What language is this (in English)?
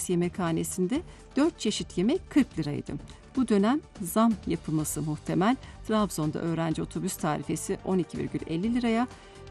Turkish